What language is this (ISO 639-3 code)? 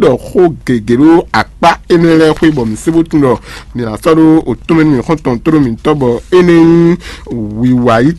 fon